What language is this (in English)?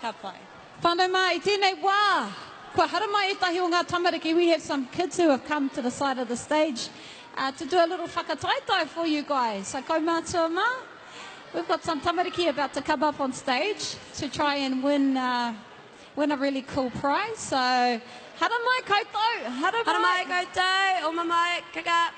Māori